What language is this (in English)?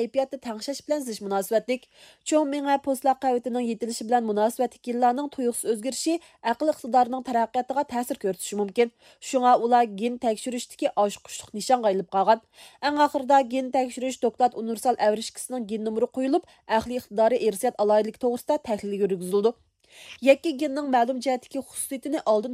Uyghur